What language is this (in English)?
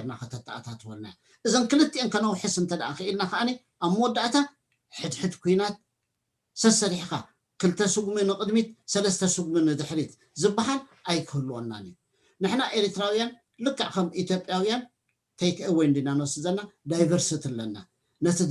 Tigrinya